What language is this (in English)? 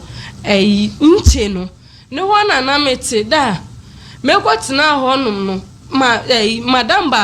Akan